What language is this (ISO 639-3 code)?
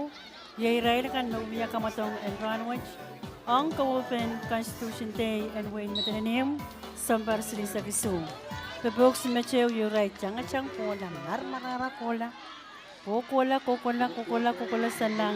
pon